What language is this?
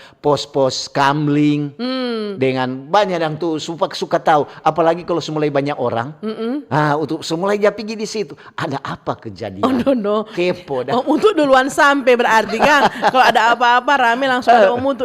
Manado Malay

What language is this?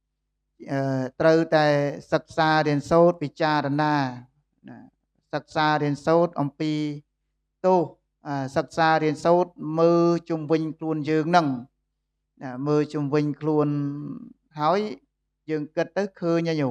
Khmer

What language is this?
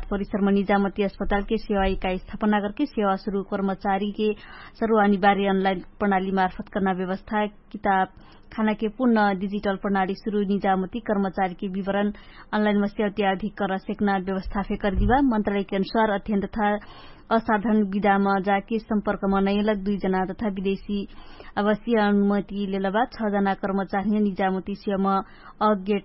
Dangaura Tharu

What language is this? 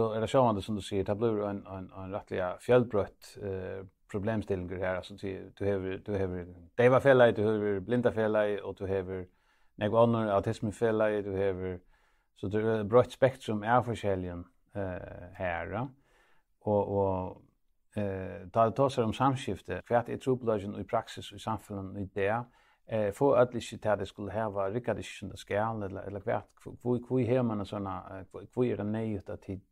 Faroese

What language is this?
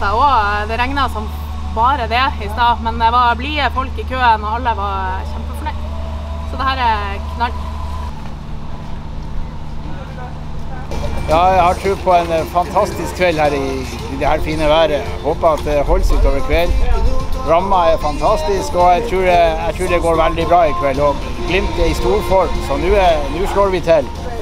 Norwegian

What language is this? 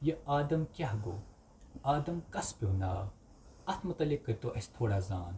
Kashmiri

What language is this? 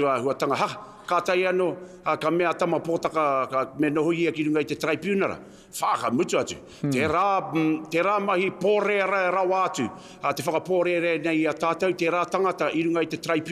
Māori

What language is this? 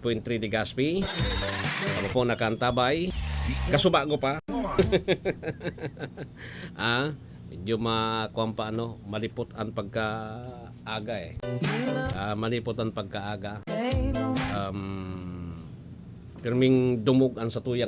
Bikol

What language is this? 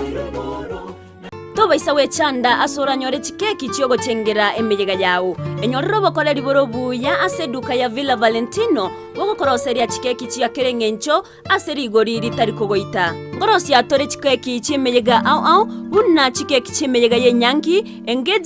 Gusii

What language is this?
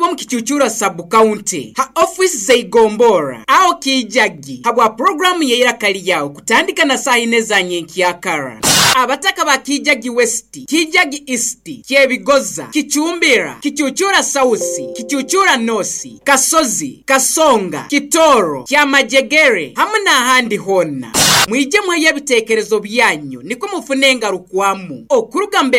Nyoro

